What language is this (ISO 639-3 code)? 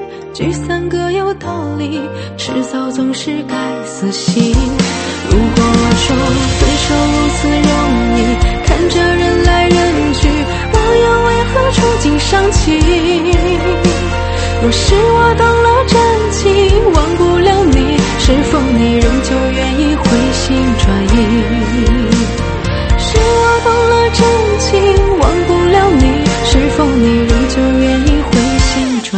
zho